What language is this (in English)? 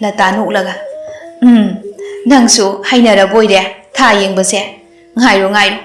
Manipuri